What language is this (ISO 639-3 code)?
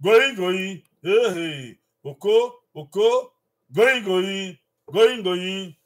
bin